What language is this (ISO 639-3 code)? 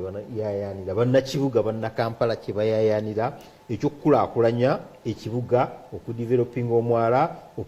lug